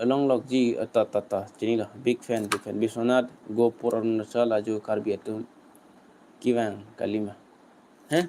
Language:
Karbi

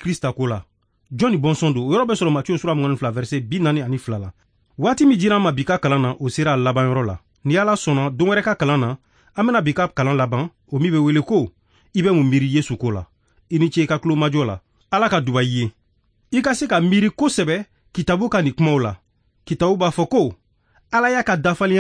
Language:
Bambara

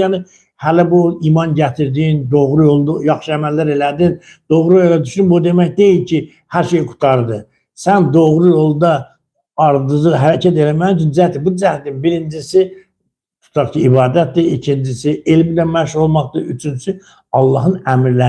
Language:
Azerbaijani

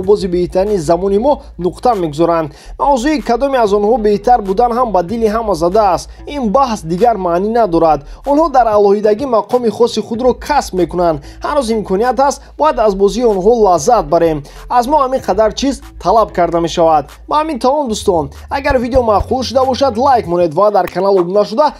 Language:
Tajik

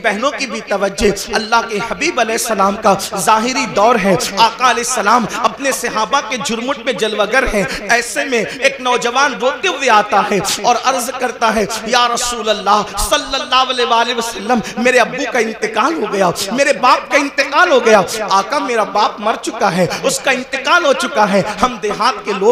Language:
Urdu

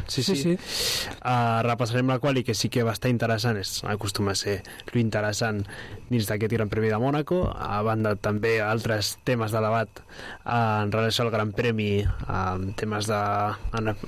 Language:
Catalan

